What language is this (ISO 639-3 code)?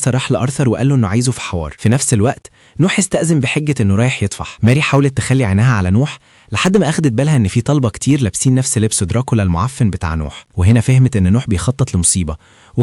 arz